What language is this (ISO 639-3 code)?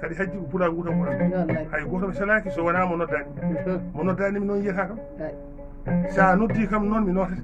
ful